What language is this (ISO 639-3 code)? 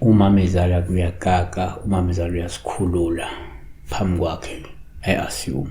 zul